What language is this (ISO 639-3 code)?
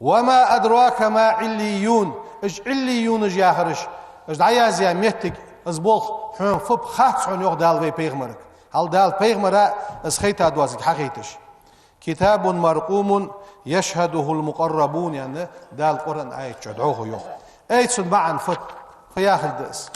inh